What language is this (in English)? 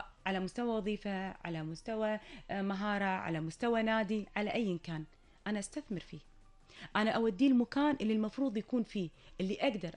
Gulf Arabic